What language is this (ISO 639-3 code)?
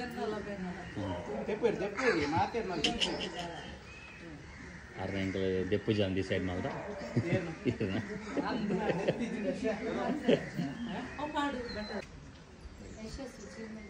tcy